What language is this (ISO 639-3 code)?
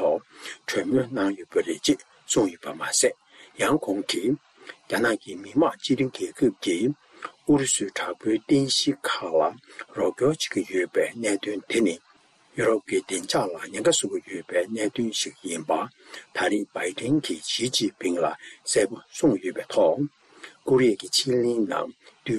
bod